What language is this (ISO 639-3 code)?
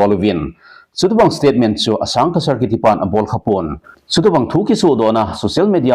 tcz